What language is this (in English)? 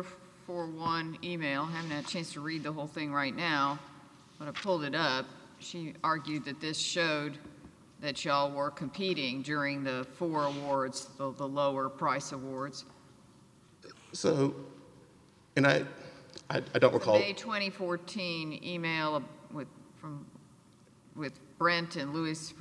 English